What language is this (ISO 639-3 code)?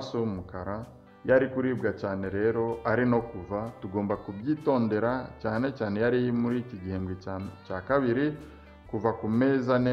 kin